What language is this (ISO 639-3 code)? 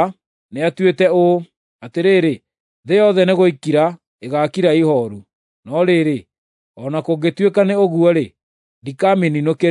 kik